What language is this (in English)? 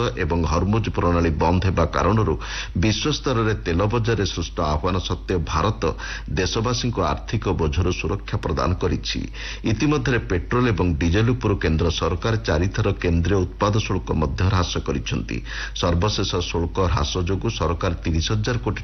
Odia